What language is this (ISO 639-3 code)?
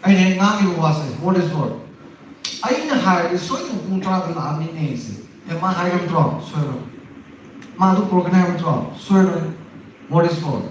mni